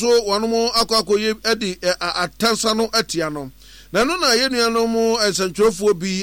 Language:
Akan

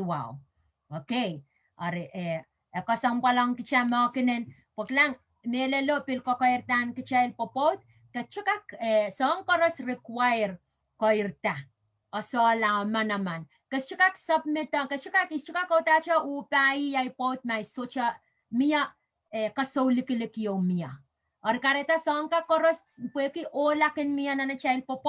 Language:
Pohnpeian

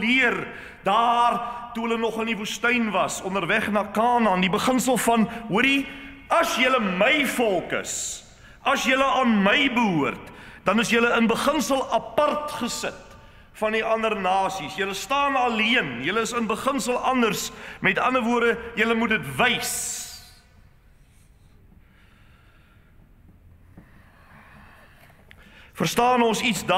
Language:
Afrikaans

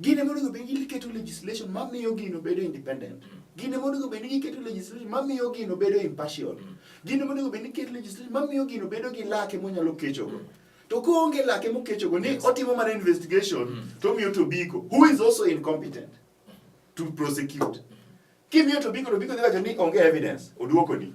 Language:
Luo (Kenya and Tanzania)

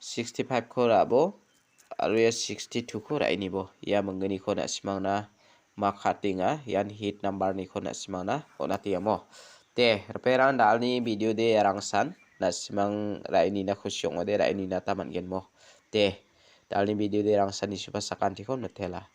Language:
Garo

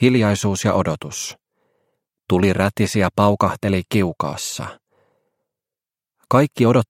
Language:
Finnish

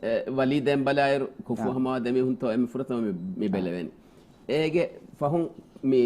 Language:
Divehi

